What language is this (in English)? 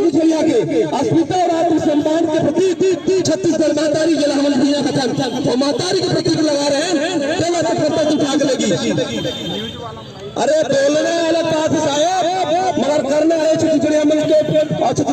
Chhattisgarhi